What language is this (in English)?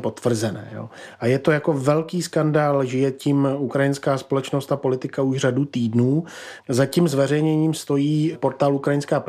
Czech